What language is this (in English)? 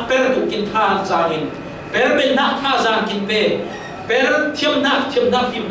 Falam Chin